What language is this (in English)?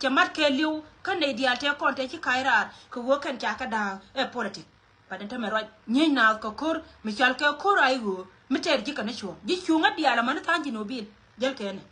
Nuer